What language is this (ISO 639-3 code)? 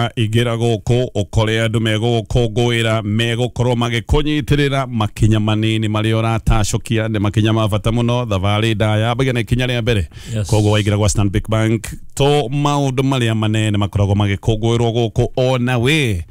kik